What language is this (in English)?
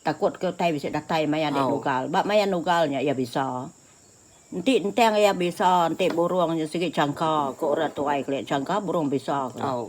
Iban